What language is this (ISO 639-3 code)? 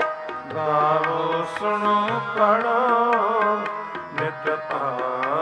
pan